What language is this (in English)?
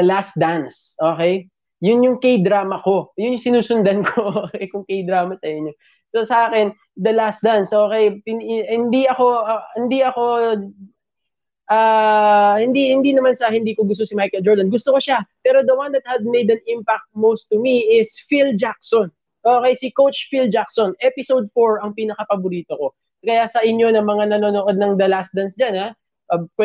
Filipino